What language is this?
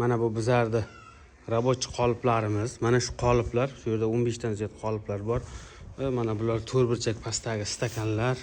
Uzbek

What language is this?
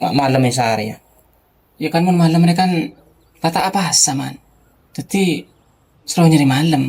Madurese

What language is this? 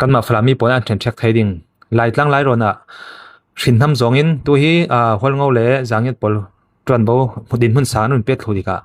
Falam Chin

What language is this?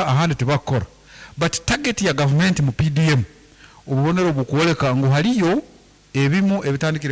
Nyankole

